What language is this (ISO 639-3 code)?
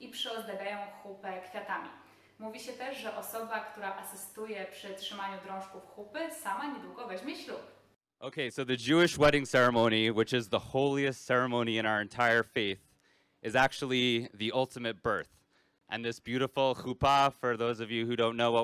pol